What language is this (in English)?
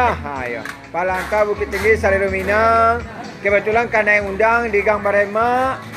Minangkabau